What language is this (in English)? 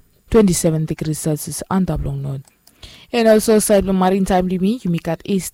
Bislama